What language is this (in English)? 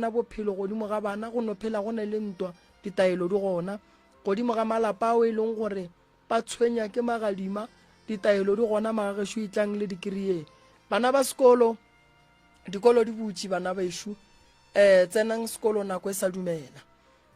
Northern Sotho